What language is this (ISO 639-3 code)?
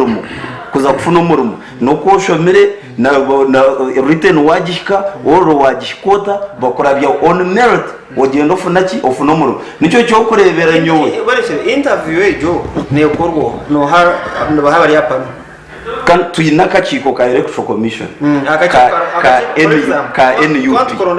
nyn